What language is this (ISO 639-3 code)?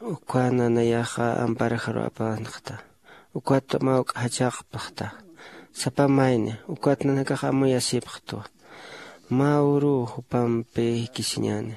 aym